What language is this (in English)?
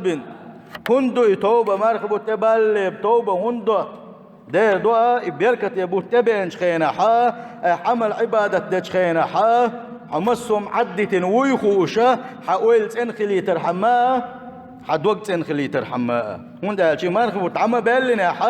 Chechen